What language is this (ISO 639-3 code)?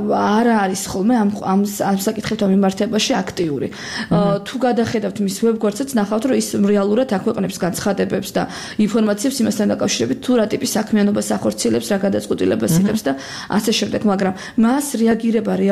kat